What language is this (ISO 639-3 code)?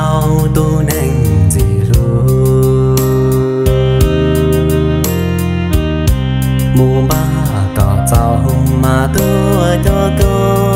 vie